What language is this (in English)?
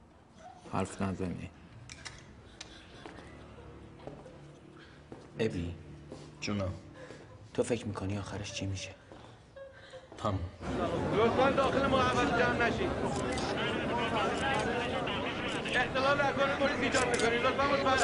Persian